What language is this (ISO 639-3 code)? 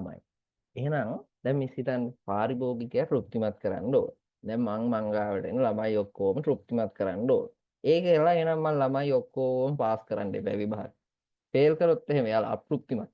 sin